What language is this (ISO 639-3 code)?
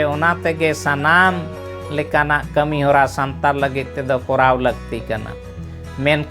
sat